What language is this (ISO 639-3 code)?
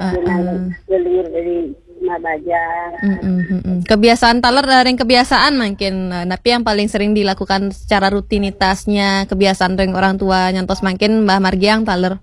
ban